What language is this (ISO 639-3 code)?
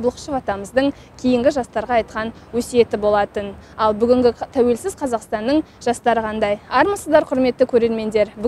kaz